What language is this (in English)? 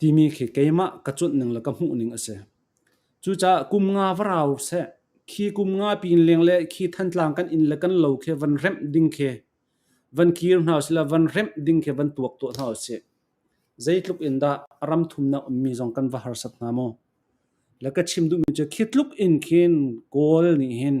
Hakha Chin